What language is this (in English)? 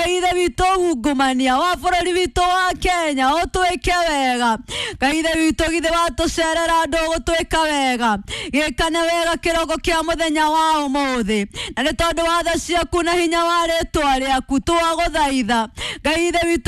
Kikuyu